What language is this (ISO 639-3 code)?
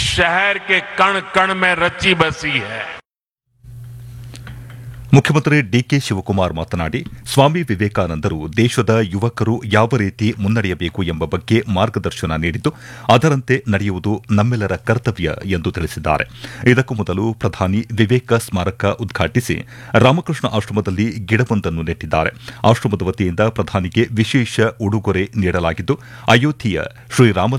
kan